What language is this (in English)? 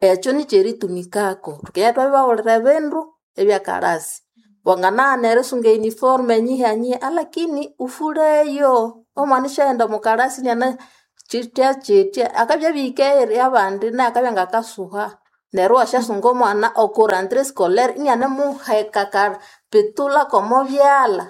Nande